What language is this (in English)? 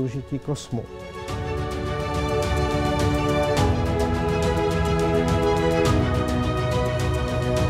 Czech